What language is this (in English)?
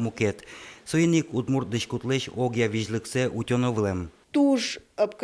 Udmurt